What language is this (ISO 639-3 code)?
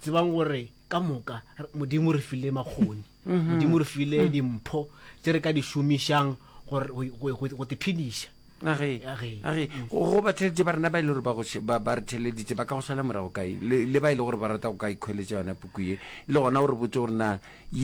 nso